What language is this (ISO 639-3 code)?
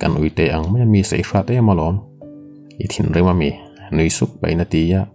lus